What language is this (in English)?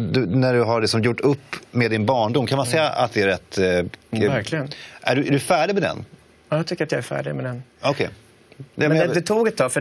Swedish